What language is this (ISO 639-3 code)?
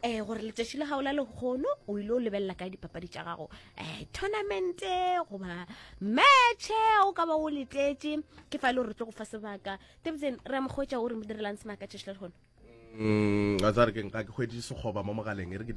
nso